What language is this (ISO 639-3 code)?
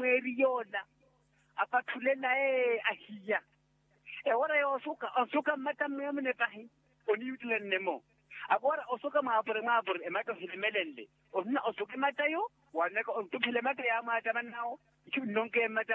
vmw